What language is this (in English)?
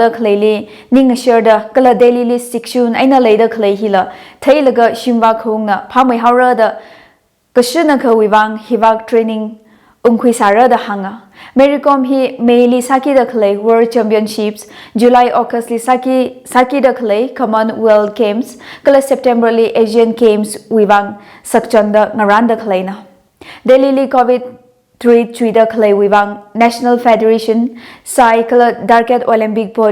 Tangkhul Naga (India)